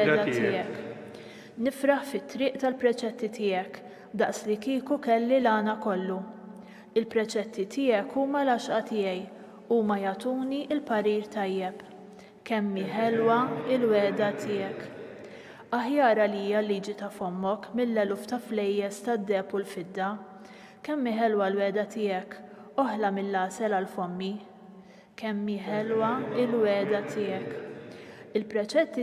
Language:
Maltese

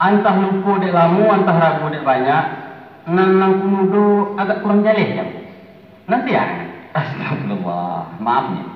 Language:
Minangkabau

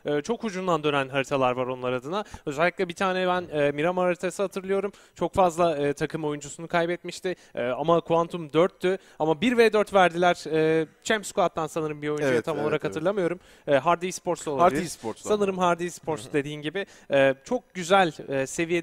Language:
Turkish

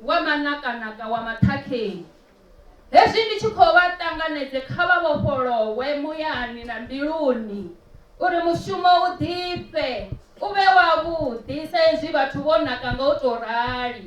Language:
Venda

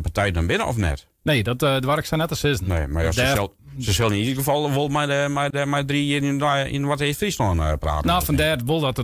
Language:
Western Frisian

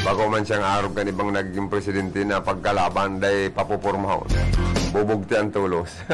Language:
Bikol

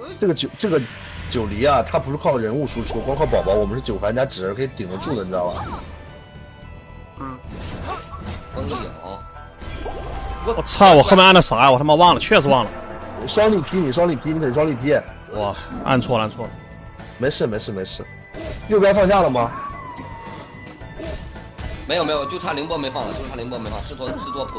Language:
Chinese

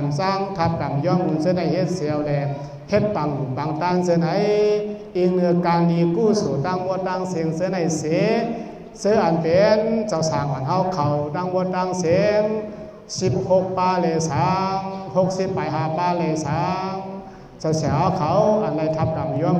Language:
Shan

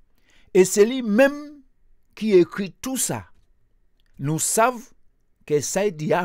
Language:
Guadeloupean Creole French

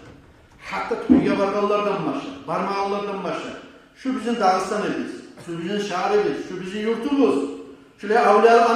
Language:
Kumyk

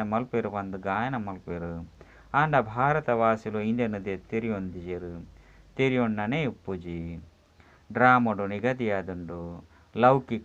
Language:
Tulu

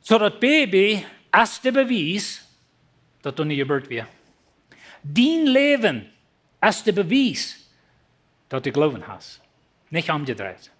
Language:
Plautdietsch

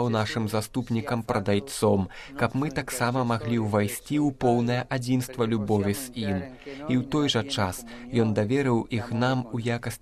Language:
Belarusian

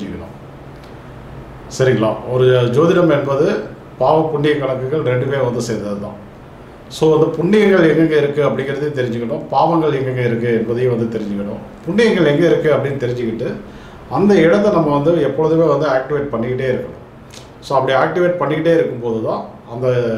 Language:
Tamil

